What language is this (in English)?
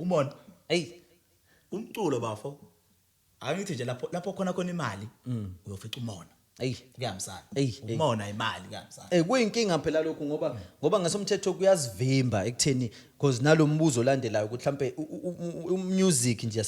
Zulu